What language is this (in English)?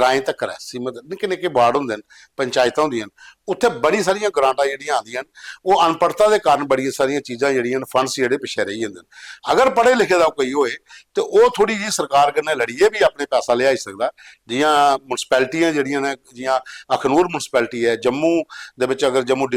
Dogri